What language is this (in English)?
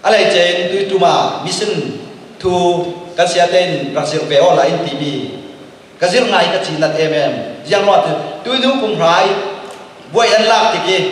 Falam Chin